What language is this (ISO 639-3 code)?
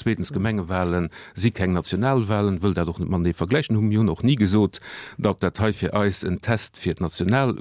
ltz